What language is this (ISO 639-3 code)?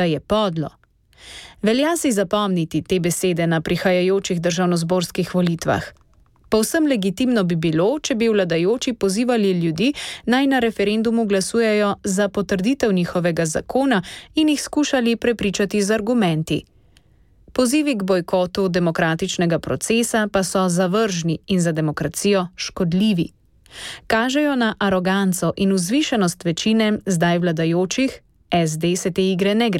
slv